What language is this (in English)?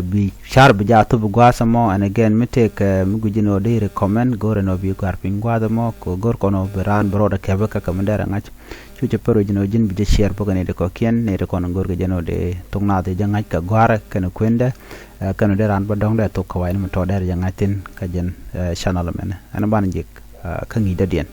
Nuer